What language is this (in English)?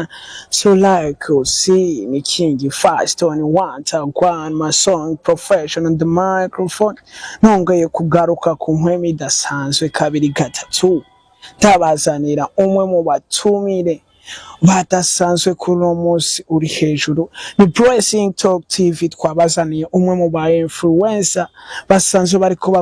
Rundi